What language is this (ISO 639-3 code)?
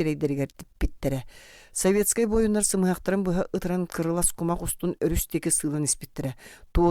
sah